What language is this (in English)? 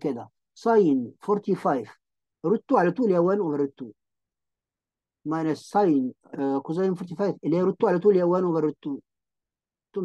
Egyptian Arabic